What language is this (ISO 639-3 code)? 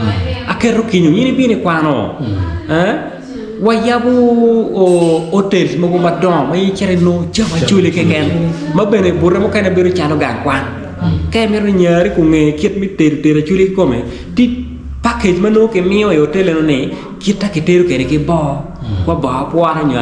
ach